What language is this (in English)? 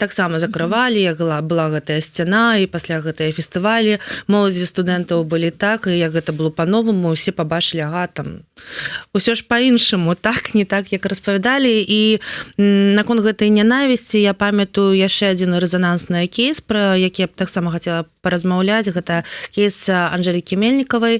Belarusian